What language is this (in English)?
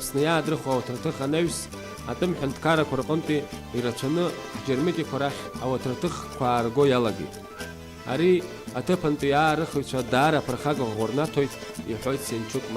Abkhazian